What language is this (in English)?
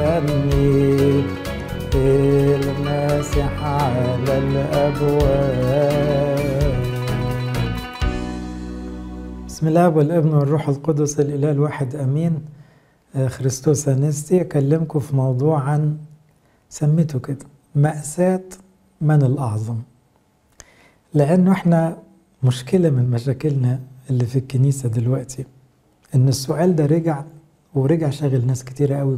Egyptian Arabic